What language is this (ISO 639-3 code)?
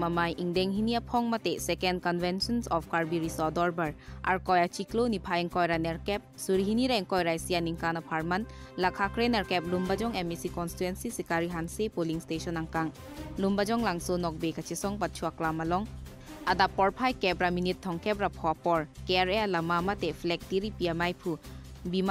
mjw